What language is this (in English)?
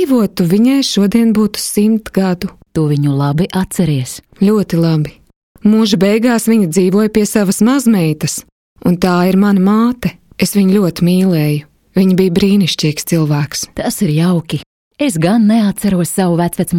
Latvian